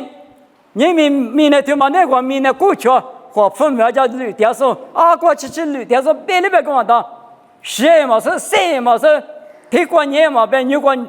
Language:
Lisu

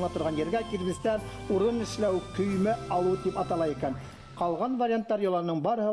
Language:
Bashkir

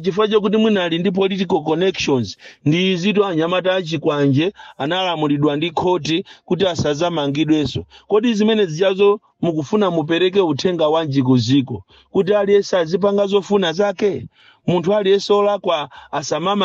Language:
Nyanja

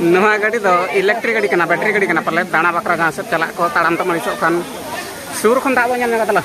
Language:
Santali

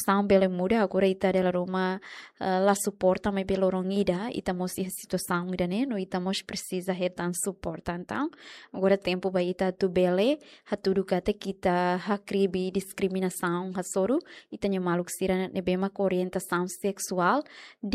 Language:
Tetum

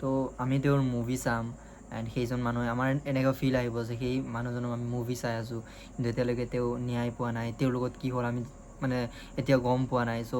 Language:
Assamese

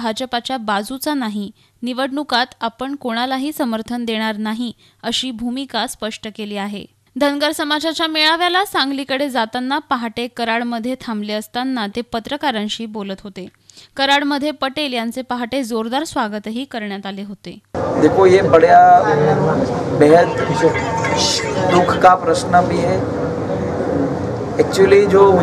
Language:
Marathi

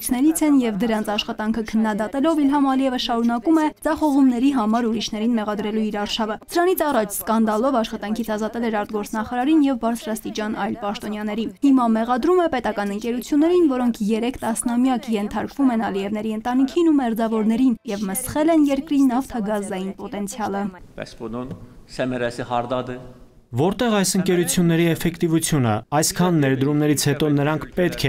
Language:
Armenian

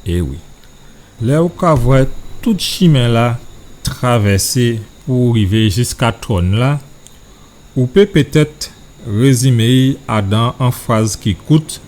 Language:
Guadeloupean Creole French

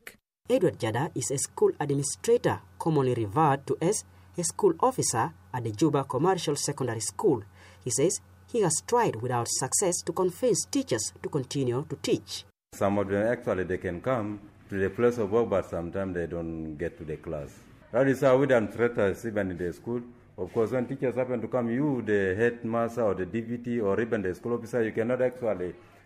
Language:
English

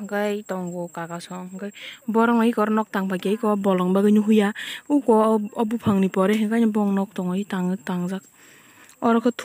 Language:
Kok Borok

